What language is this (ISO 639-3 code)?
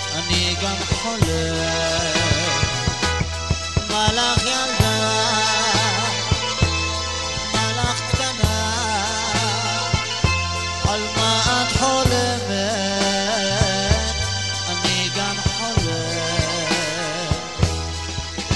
heb